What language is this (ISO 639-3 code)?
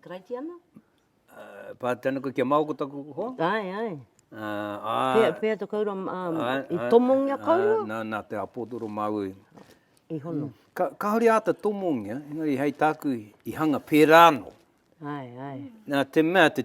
mri